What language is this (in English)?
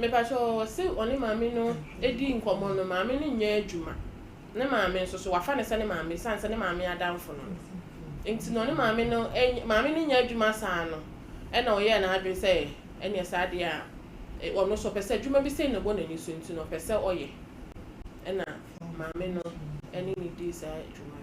Akan